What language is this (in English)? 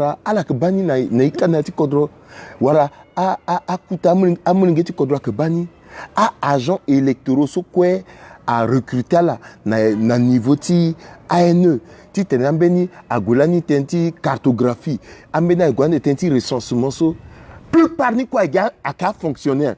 Sango